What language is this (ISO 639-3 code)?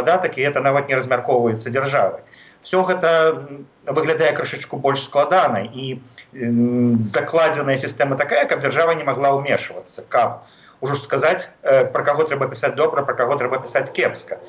bel